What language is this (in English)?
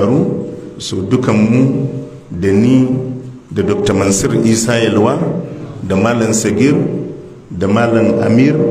Hausa